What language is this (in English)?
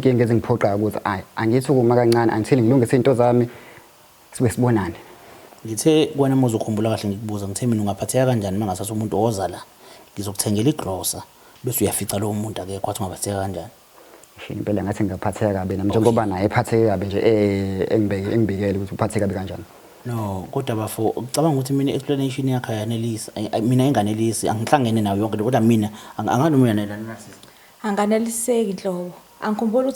Zulu